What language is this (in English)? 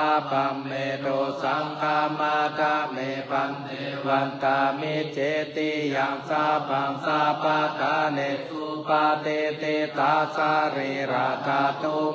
Pali